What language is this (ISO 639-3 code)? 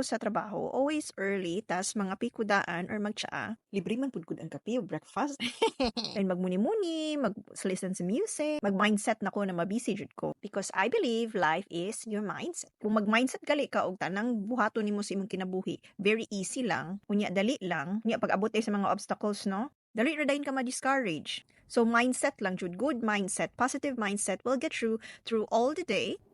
ceb